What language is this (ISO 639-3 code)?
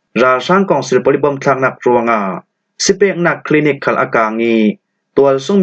cfm